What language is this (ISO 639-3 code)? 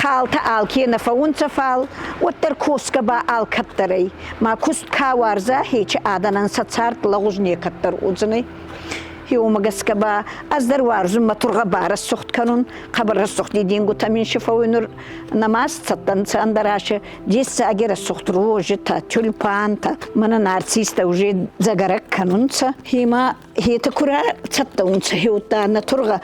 oss